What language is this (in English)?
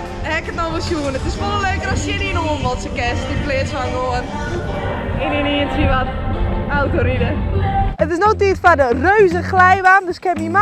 Western Frisian